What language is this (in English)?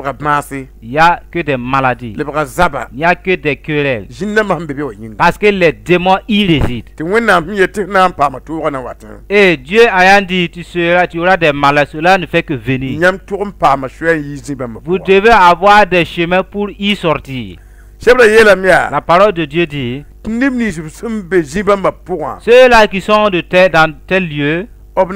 Mossi